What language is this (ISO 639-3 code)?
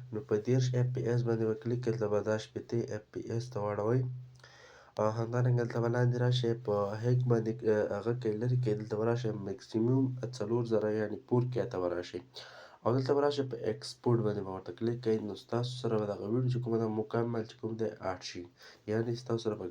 pus